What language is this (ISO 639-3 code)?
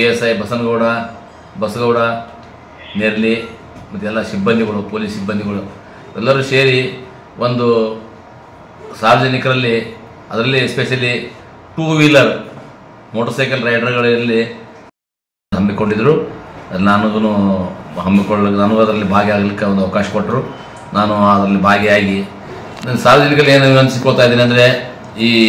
kan